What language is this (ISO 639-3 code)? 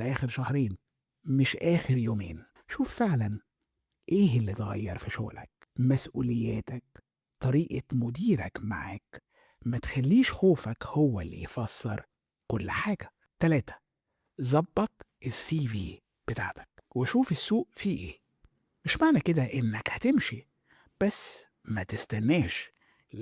arz